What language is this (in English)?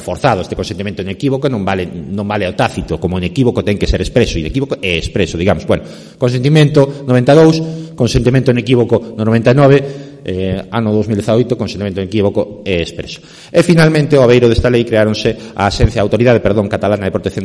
Galician